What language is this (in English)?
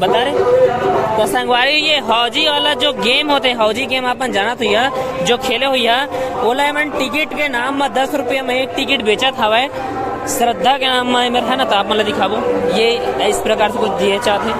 Chhattisgarhi